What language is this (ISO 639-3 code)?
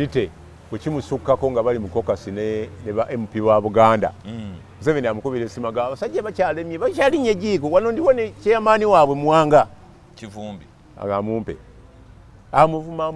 lug